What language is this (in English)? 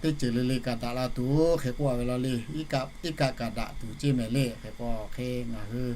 Lahu